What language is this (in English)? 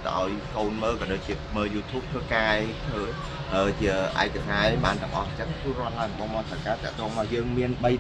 Khmer